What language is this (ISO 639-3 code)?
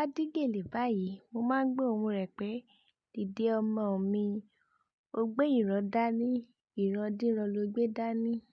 yor